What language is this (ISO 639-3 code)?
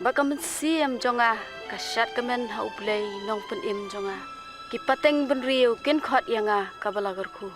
kha